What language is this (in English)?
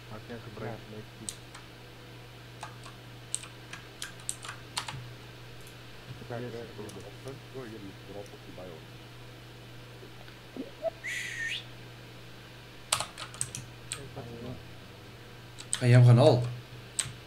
Afrikaans